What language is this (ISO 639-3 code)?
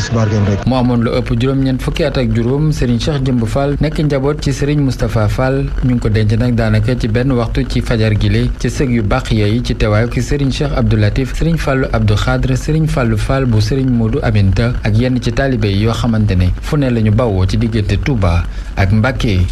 wol